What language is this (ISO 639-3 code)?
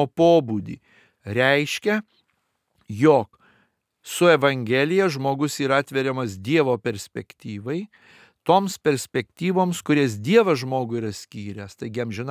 lit